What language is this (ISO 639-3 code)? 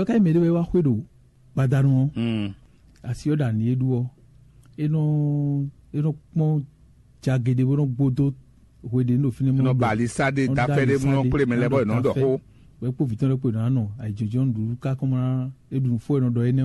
fon